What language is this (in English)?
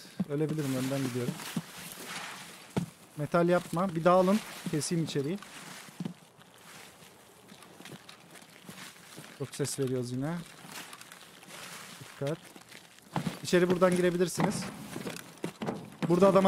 Turkish